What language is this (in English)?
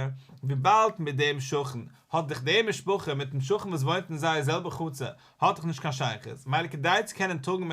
Yiddish